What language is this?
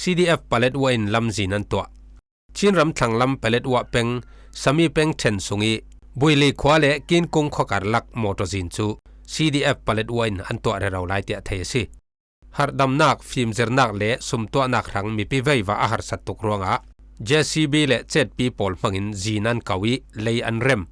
Falam Chin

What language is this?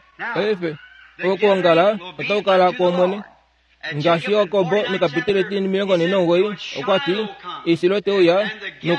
Kuanyama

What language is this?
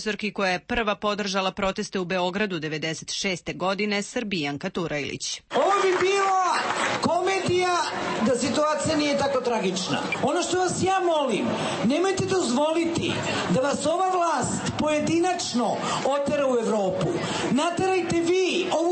Serbian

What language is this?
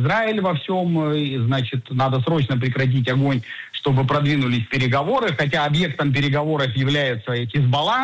Russian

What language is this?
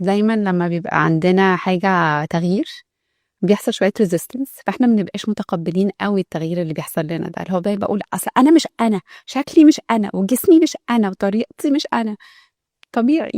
Egyptian Arabic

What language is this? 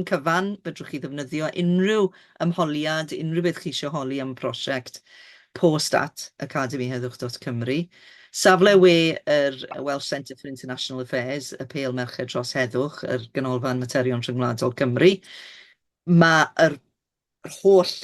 Welsh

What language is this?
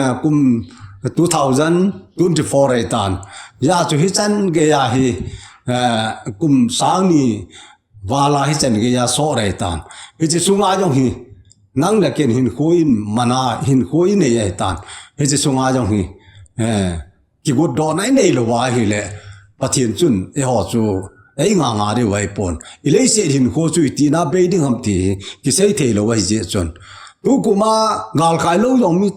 Thado Chin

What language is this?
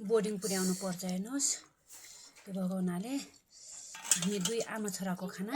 Nepali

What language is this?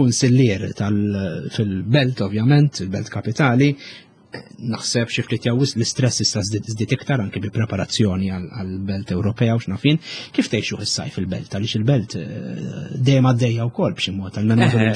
Maltese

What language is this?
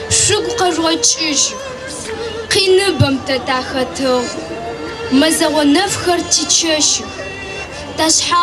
Adyghe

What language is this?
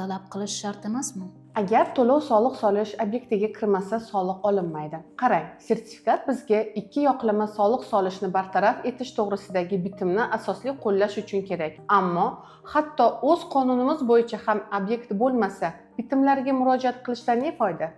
Uzbek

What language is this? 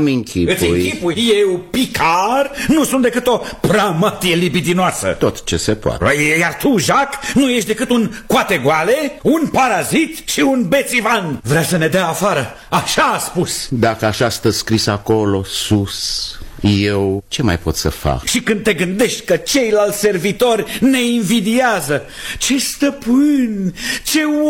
Romanian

